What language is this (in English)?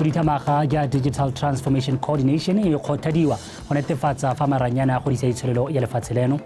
Tswana